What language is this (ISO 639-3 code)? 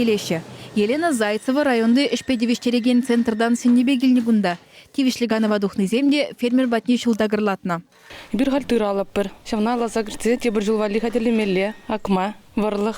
chv